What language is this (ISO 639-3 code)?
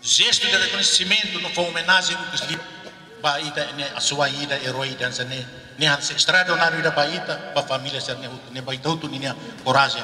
tet